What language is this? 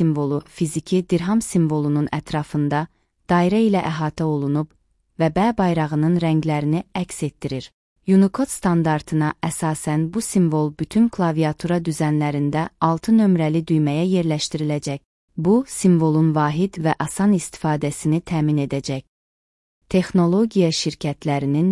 Azerbaijani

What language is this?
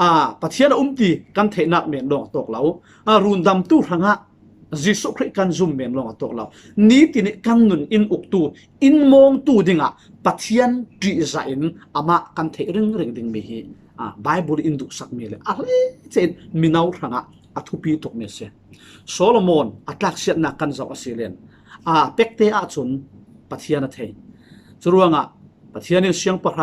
Falam Chin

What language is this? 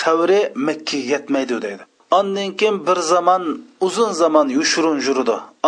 Uyghur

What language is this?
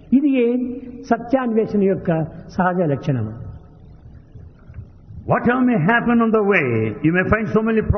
Telugu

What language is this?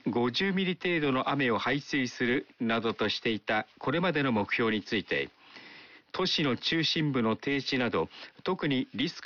Japanese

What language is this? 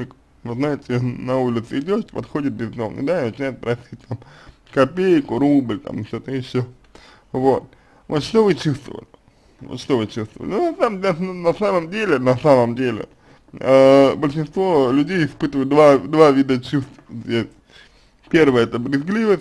Russian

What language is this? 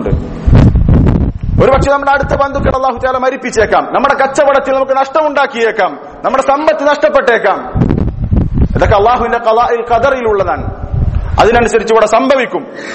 Malayalam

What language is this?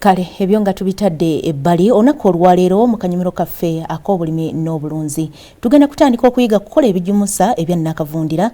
Ganda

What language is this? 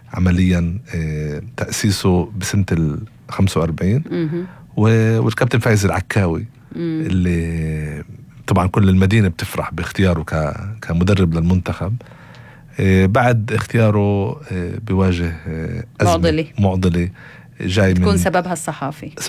North Levantine Arabic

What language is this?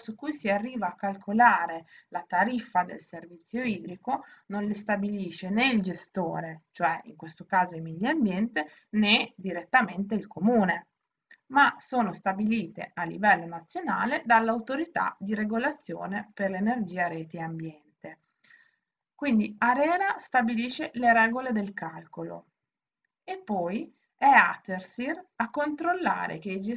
Italian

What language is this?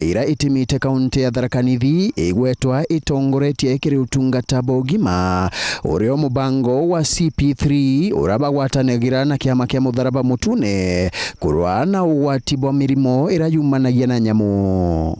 Meru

